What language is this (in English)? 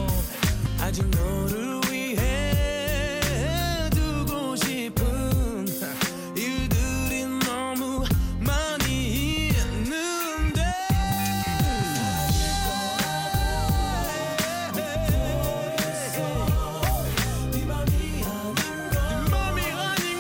Korean